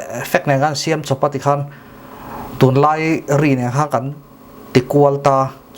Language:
Mizo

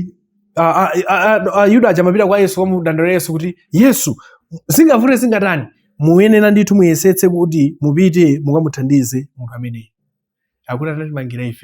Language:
Nyanja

